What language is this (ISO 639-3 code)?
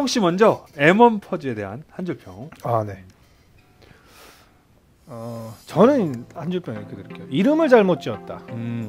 kor